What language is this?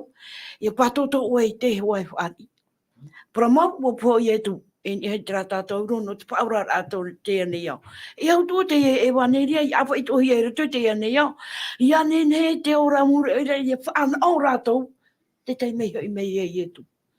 Tahitian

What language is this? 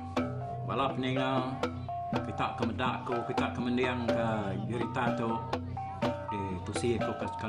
Iban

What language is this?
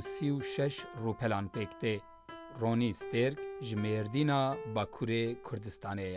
Kurdish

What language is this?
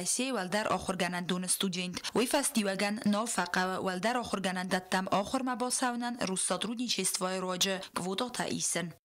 Ossetic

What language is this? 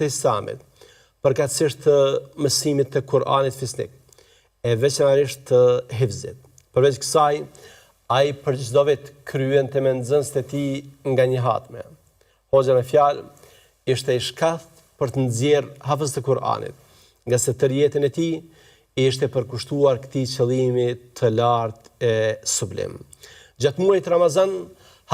Albanian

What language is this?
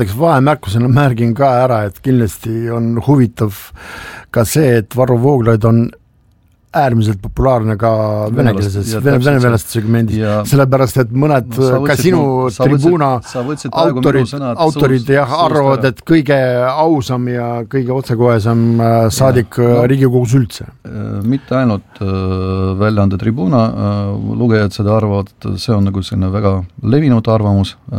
Estonian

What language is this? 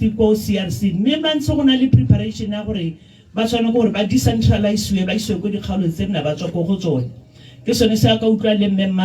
Tswana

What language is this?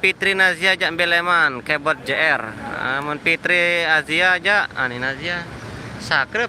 Sasak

